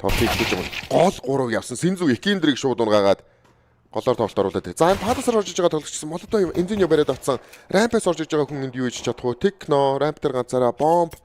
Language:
Mongolian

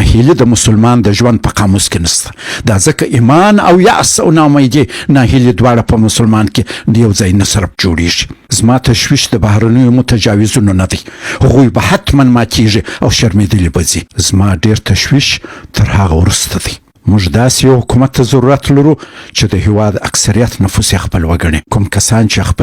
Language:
Pashto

